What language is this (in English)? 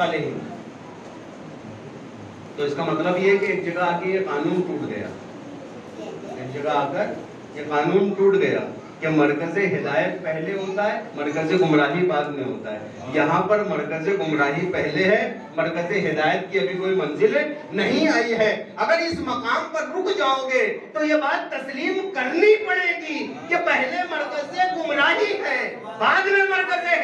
Urdu